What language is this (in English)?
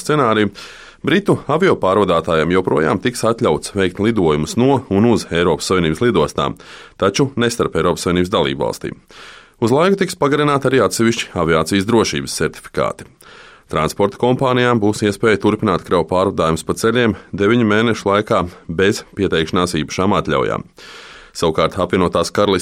Latvian